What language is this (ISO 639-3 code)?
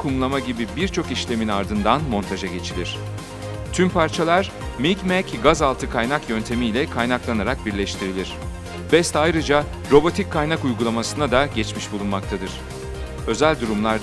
tur